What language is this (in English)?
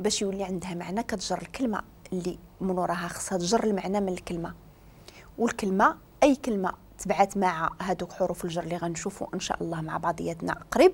Moroccan Arabic